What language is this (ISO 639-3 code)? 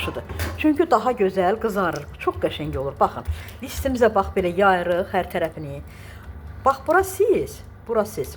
aze